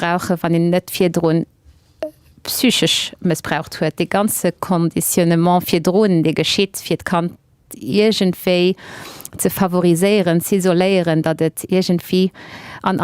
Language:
Luxembourgish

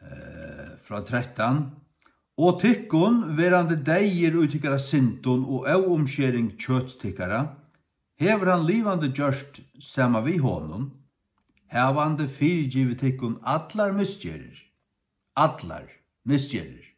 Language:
Faroese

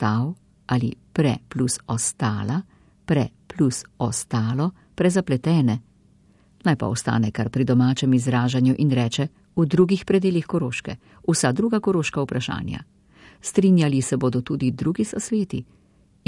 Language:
Slovenian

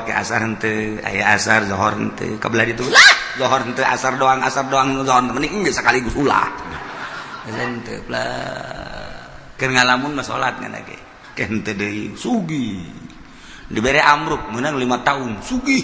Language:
Sundanese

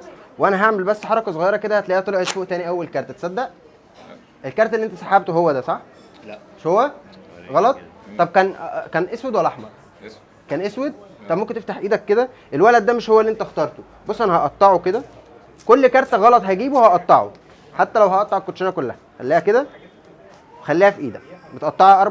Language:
Egyptian Arabic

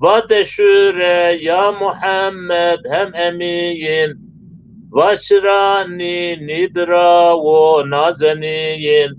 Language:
Zaza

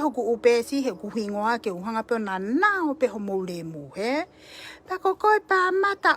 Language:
Tongan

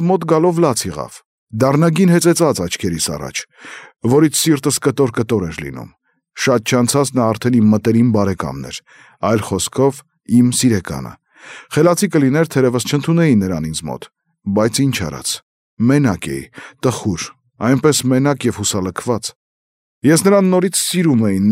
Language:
Armenian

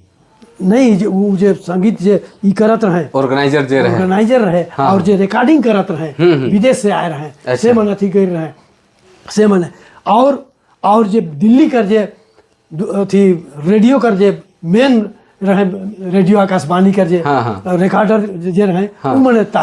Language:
Sadri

